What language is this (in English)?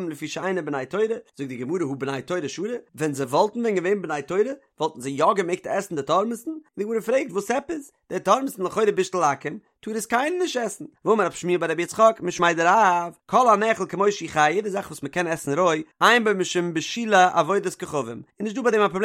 Yiddish